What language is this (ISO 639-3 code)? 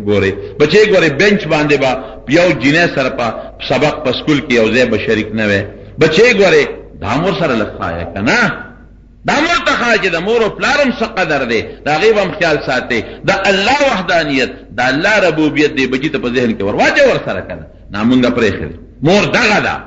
pus